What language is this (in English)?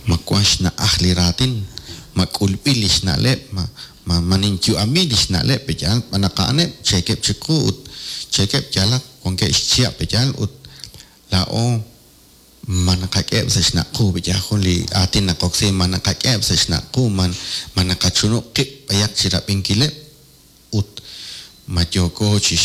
Kekchí